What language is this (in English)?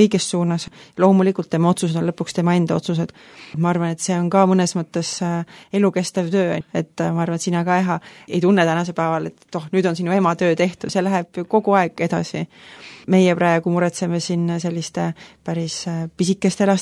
Estonian